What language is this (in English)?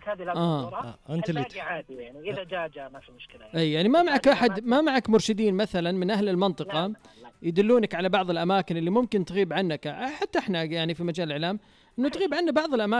Najdi Arabic